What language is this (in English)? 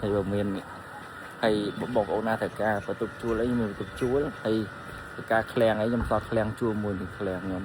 Khmer